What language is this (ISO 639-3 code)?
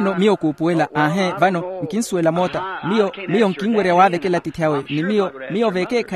vmw